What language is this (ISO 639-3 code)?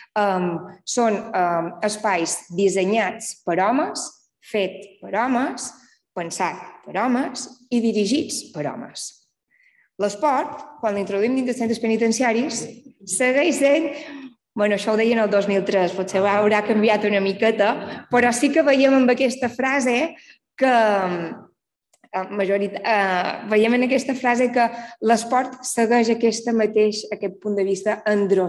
cat